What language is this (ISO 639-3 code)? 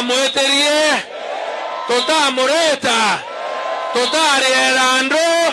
swa